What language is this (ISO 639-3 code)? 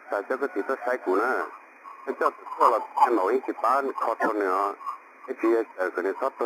hmn